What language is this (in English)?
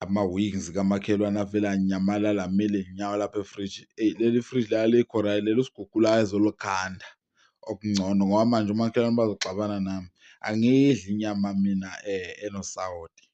Zulu